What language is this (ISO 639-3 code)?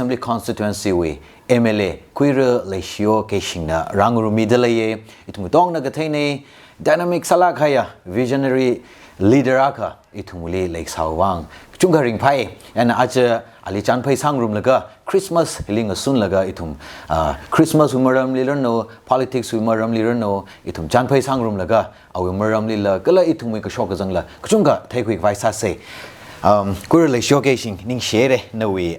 nmf